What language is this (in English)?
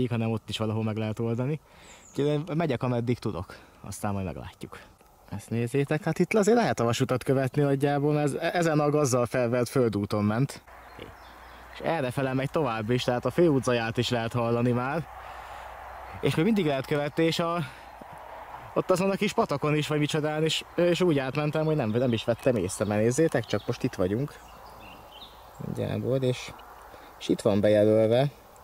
Hungarian